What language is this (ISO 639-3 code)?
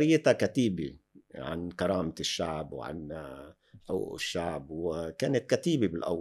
apc